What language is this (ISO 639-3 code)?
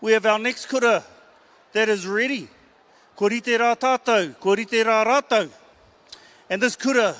mri